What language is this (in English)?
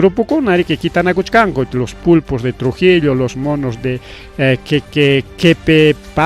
Ayacucho Quechua